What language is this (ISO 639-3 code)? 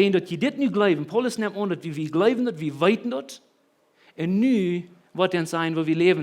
pdt